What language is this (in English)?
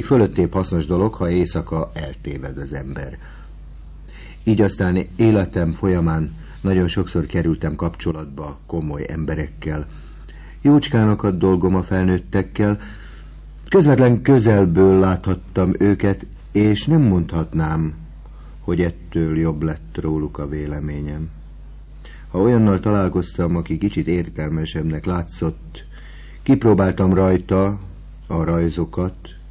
Hungarian